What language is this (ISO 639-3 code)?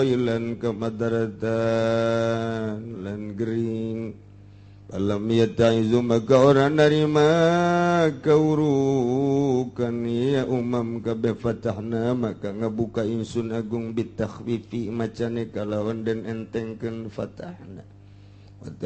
sun